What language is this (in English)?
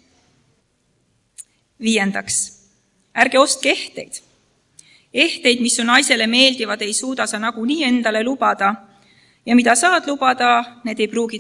Estonian